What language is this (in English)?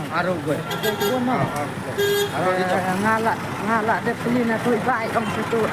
Khasi